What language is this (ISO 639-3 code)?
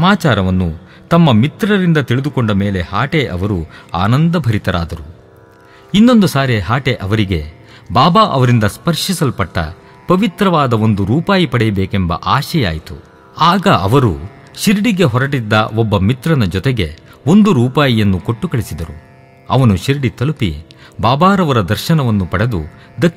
kan